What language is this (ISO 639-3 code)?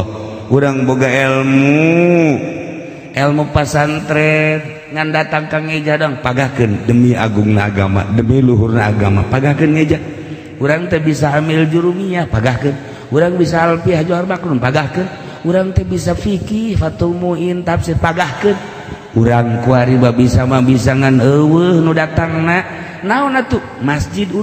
sun